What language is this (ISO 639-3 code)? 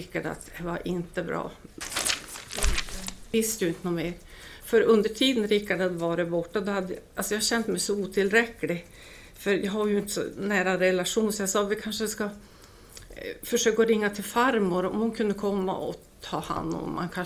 swe